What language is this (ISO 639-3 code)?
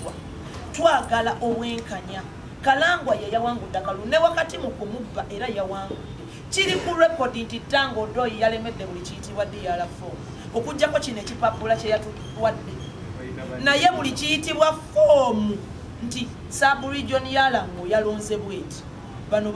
lug